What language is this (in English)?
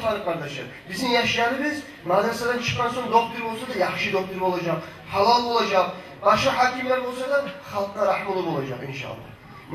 Kumyk